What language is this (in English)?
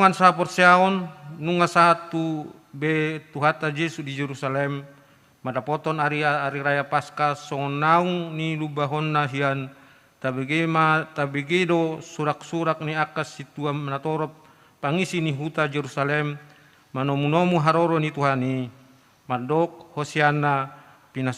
Batak Toba